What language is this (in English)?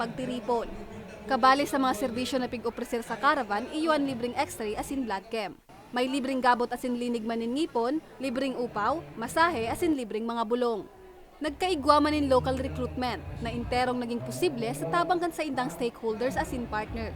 Bikol